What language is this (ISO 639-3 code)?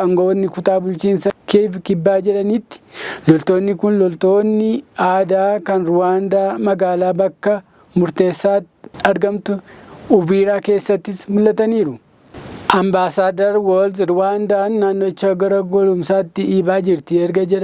orm